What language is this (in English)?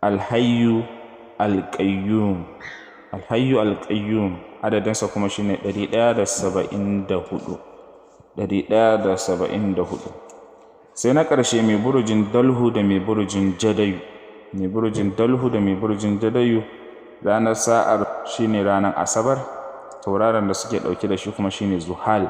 Hausa